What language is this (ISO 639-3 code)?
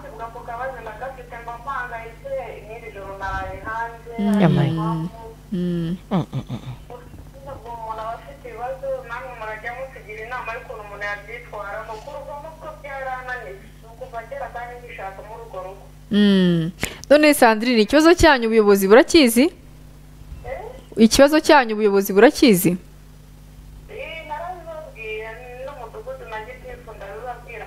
kin